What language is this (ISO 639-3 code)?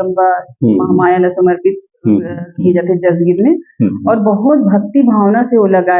hne